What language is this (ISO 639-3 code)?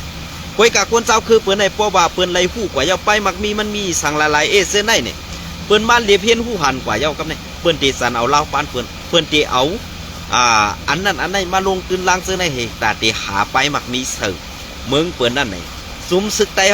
shn